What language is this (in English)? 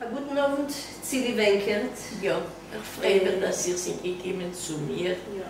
Yiddish